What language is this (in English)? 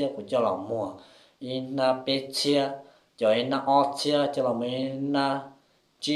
Hmong